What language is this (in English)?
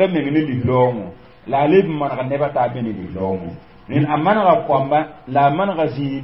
Mossi